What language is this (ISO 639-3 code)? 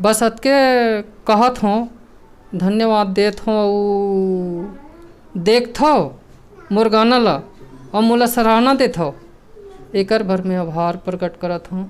hne